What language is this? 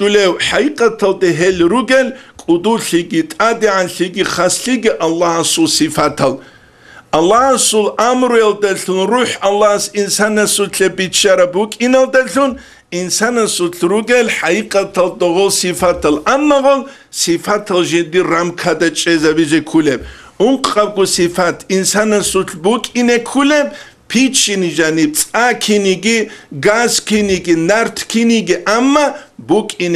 Avaric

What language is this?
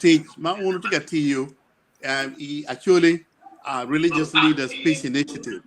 Acoli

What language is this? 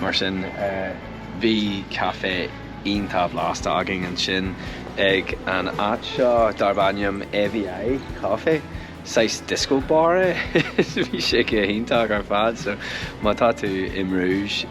Irish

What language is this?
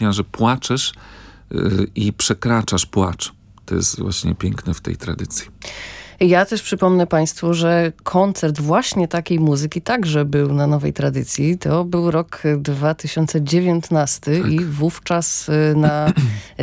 Polish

